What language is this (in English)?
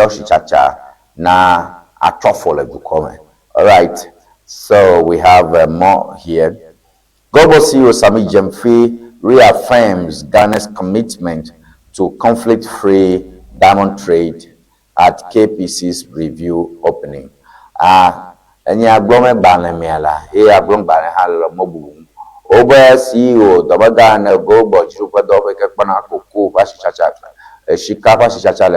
Ewe